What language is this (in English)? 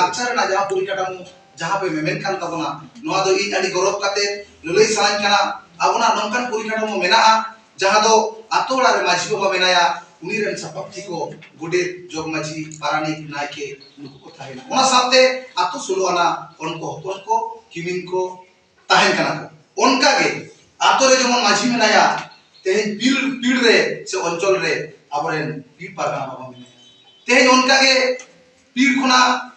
Santali